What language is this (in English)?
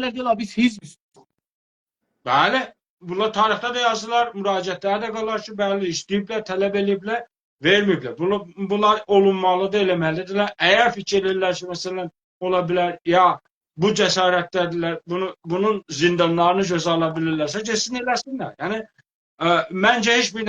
South Azerbaijani